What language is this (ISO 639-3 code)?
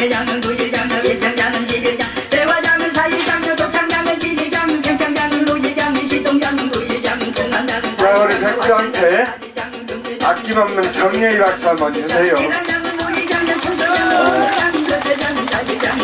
kor